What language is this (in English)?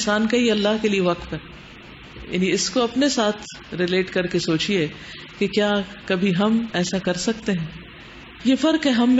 Urdu